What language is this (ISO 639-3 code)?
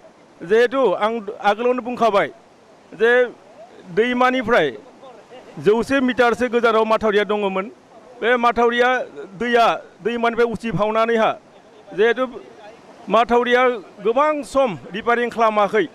brx